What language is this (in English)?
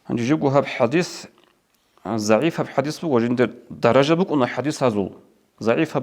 Avaric